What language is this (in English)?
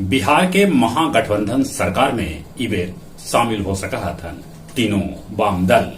Magahi